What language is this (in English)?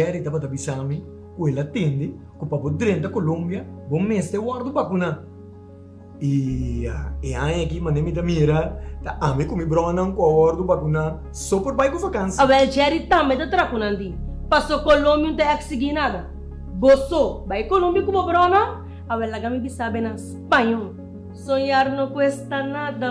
Papiamento